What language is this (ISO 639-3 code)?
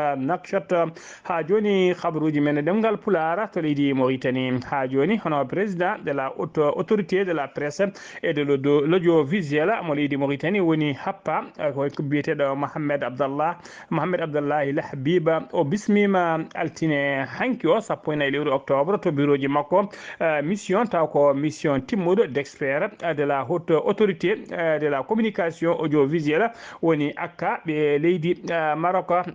ful